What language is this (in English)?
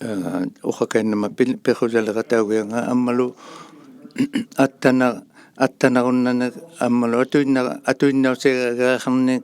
Inuktitut